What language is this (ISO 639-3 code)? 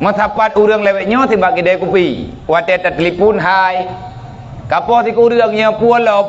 ace